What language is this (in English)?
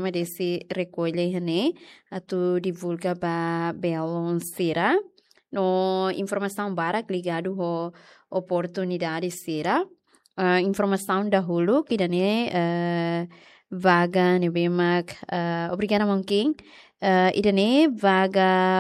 Tetum